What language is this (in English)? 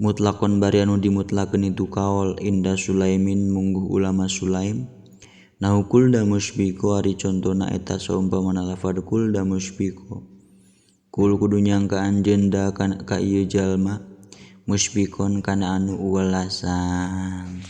Sundanese